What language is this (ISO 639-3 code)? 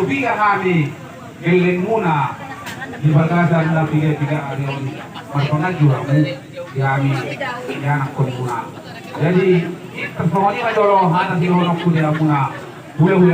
bbc